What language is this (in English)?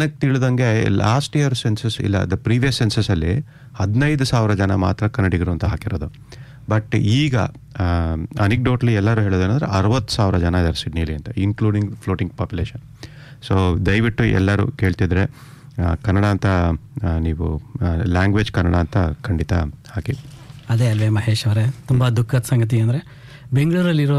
Kannada